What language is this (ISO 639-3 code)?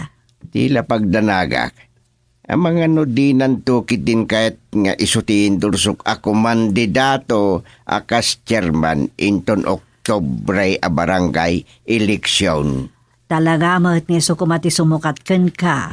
ilo